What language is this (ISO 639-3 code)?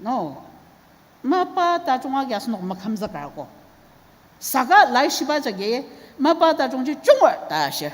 njo